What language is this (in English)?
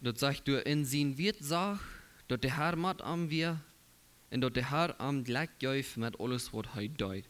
Plautdietsch